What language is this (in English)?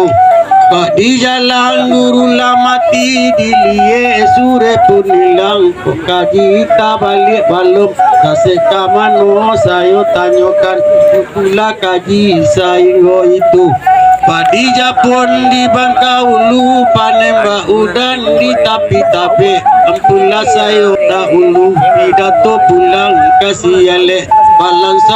Minangkabau